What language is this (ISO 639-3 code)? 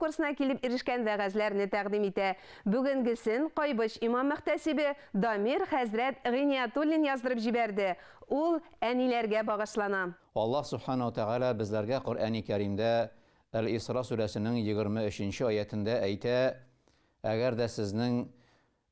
tat